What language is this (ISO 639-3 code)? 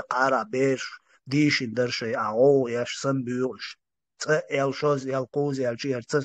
che